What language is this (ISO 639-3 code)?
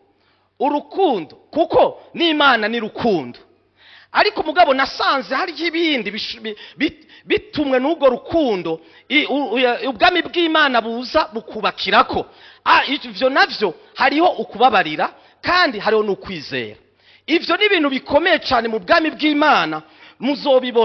run